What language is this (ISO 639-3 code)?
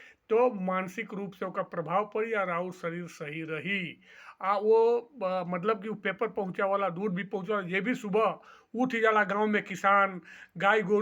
bho